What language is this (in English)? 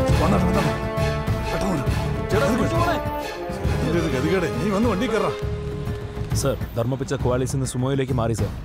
Malayalam